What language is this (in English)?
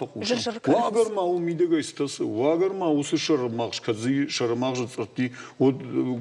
Ossetic